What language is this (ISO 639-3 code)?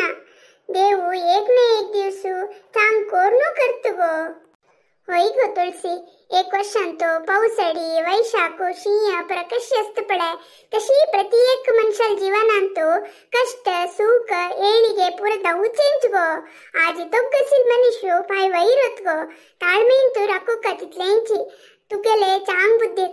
kok